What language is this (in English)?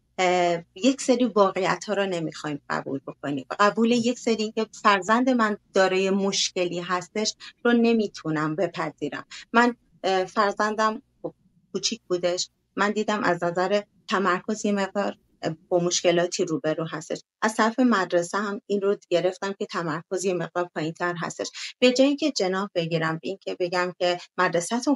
Persian